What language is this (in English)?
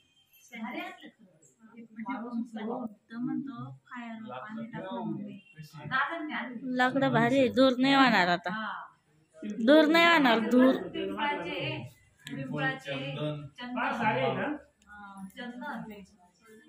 Marathi